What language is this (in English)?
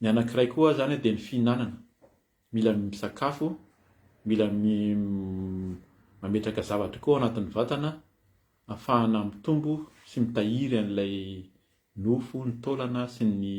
Malagasy